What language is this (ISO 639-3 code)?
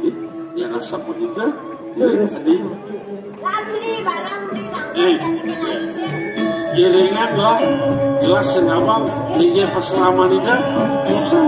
ban